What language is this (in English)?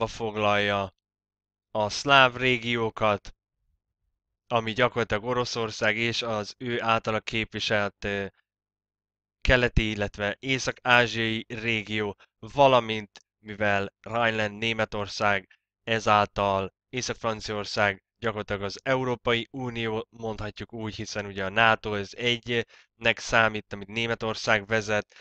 Hungarian